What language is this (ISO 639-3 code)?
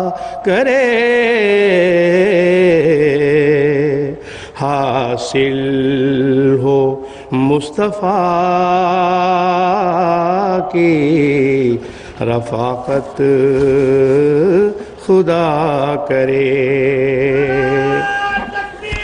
urd